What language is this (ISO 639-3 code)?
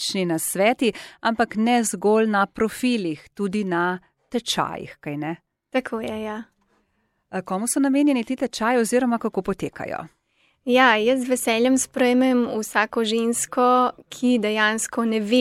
slv